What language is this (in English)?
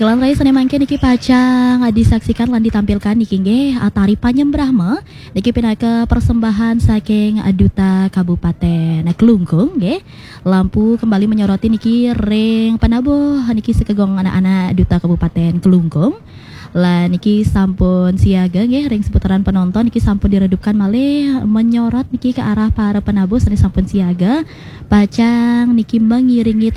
Balinese